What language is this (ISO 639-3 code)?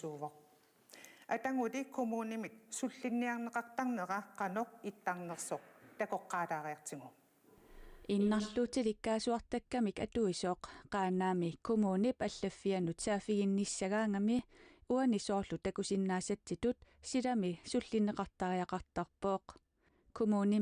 kal